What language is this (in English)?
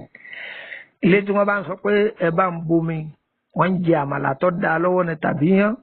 Yoruba